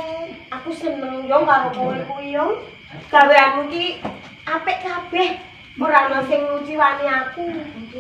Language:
Javanese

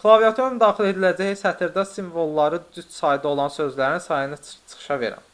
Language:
Azerbaijani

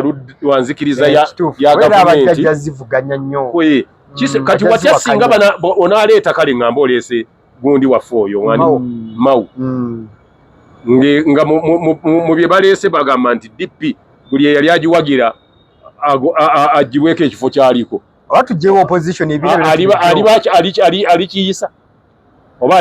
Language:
Ganda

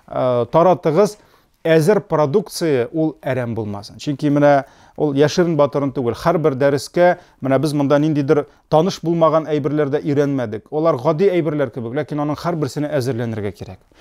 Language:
Tatar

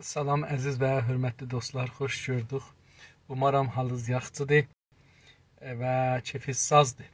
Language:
South Azerbaijani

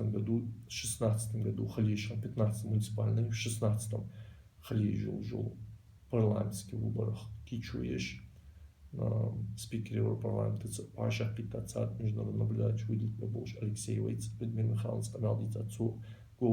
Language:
Ingush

